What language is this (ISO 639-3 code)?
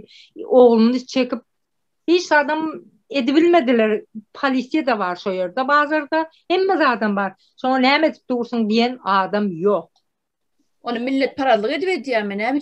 tuk